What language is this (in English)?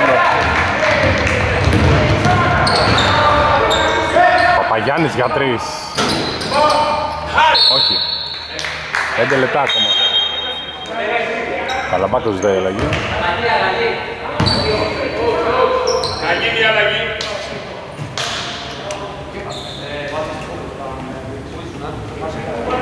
Greek